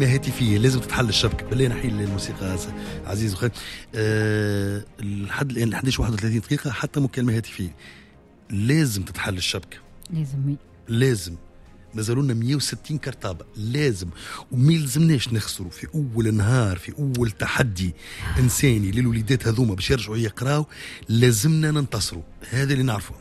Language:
Tunisian Arabic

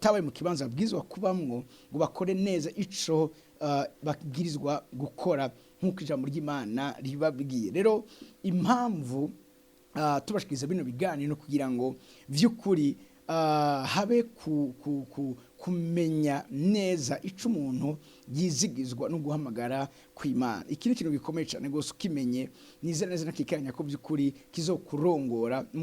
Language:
Rundi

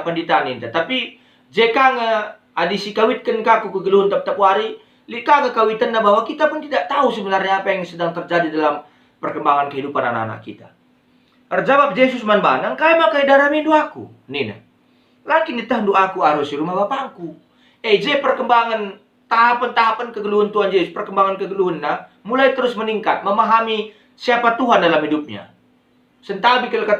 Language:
Batak Karo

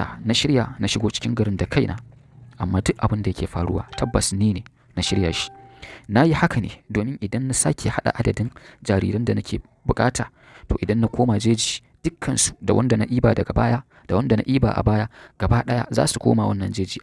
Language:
Hausa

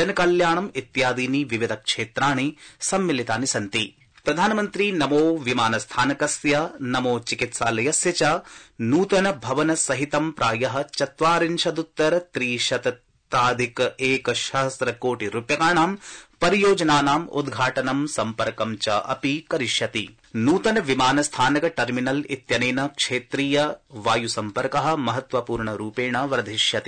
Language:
Sanskrit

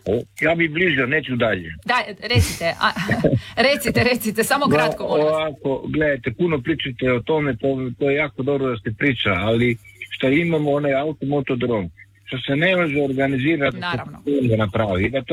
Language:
Croatian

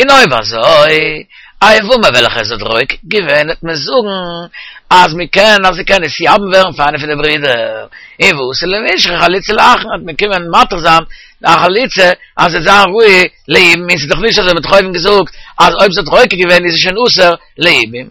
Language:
Yiddish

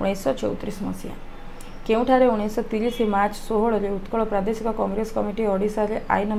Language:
Odia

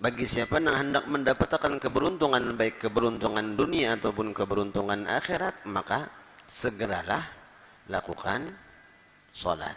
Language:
Banjar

